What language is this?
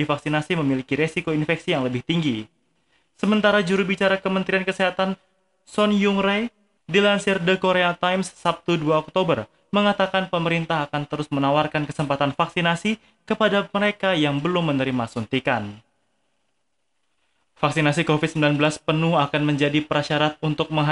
Indonesian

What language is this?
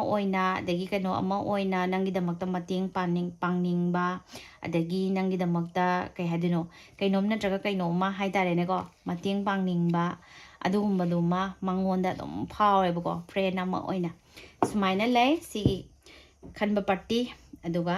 Manipuri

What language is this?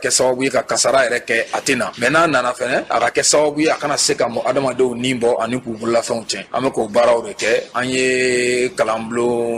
Bambara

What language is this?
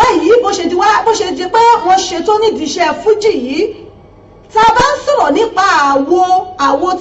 Yoruba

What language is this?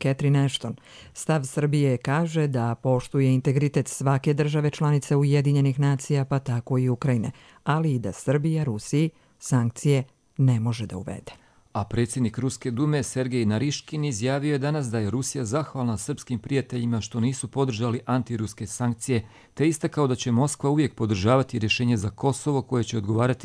Croatian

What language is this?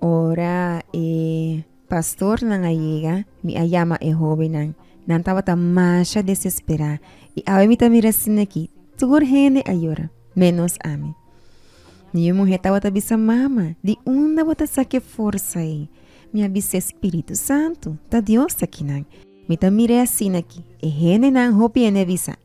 Papiamento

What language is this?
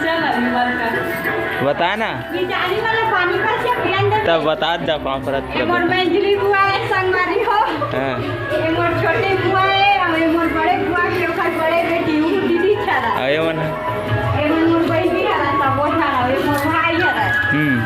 Chhattisgarhi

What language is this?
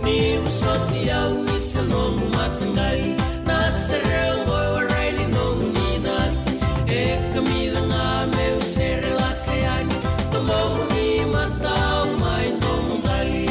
Fijian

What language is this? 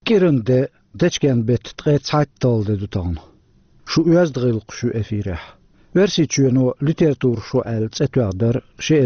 Chechen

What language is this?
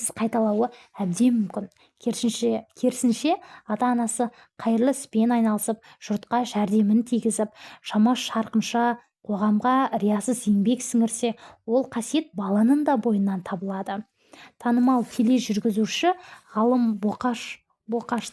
Kazakh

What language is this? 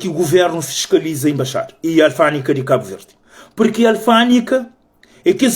Kabuverdianu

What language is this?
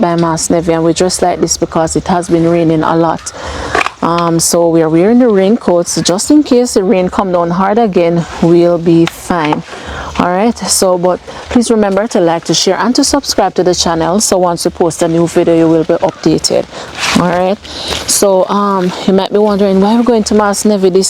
Jamaican Creole English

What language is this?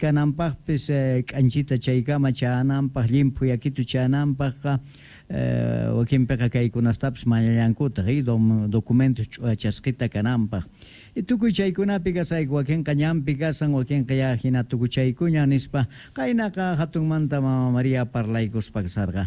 South Bolivian Quechua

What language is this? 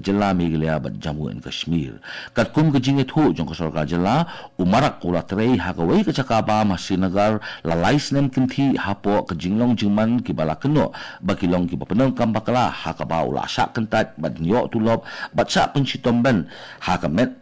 Khasi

